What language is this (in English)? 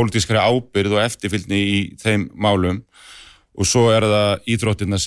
Icelandic